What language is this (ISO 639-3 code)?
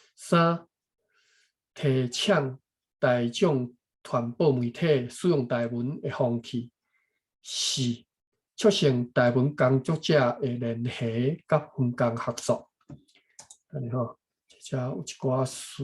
nan